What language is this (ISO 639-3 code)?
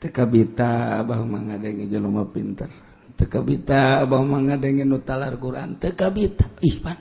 sun